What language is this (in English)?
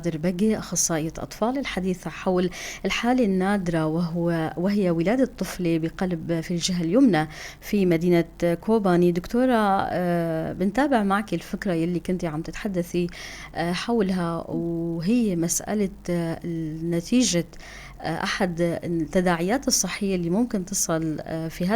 North Levantine Arabic